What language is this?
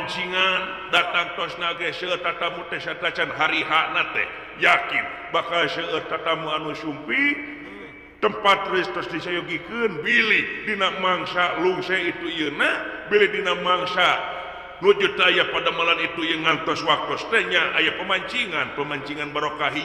Sundanese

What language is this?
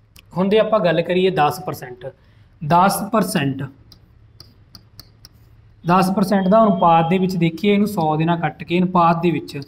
Punjabi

